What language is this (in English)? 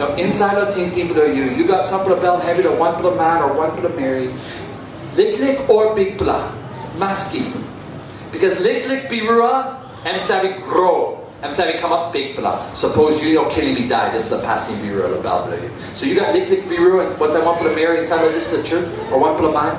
Tok Pisin